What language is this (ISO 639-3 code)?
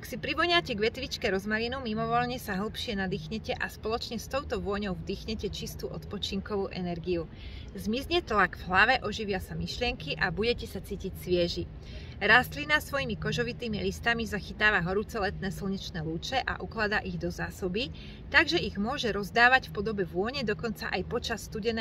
slk